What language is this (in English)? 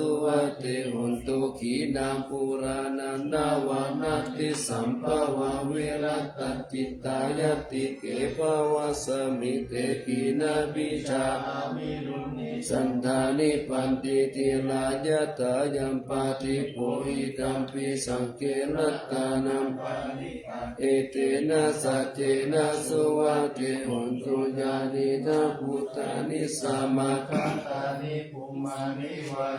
Pali